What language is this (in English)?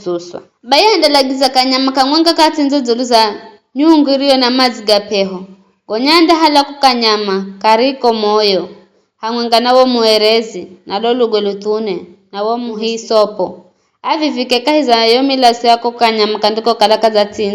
Giryama